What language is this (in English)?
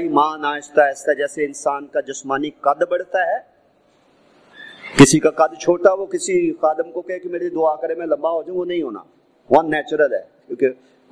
Urdu